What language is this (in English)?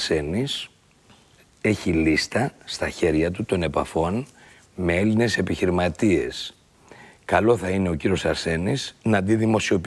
Greek